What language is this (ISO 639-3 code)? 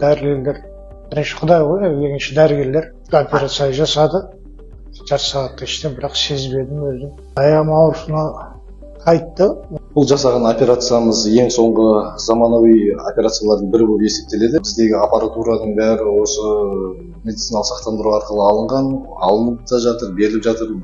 kaz